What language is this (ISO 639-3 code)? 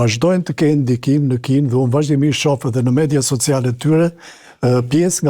sqi